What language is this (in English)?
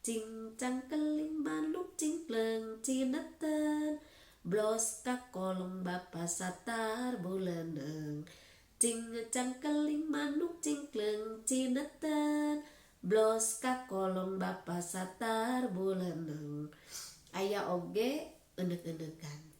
Sundanese